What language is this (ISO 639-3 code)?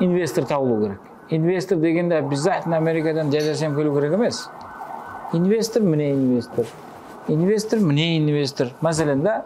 kaa